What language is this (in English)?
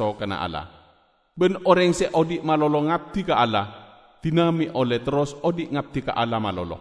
Madurese